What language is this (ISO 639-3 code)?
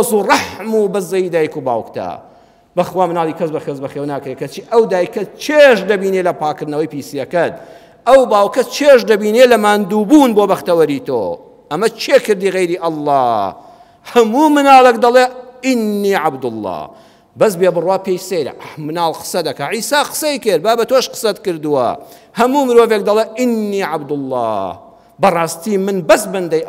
ckb